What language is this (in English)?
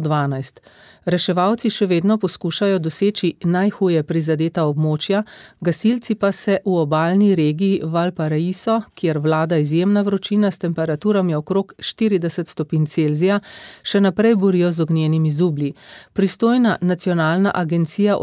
Slovenian